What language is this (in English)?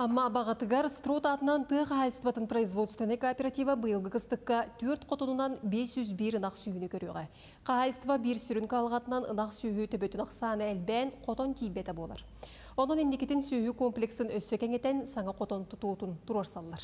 Yakut